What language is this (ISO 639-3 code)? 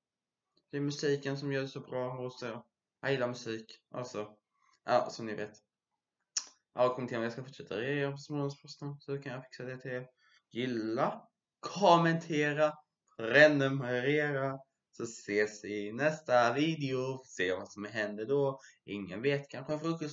swe